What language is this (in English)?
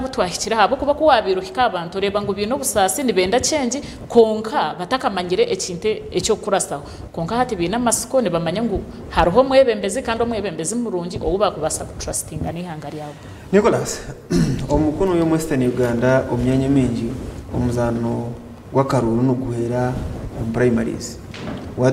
Nyankole